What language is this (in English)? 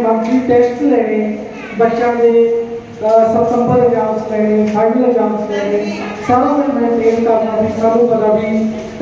Punjabi